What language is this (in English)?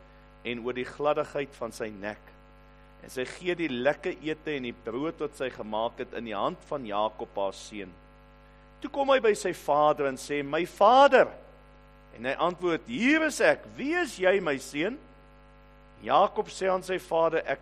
Afrikaans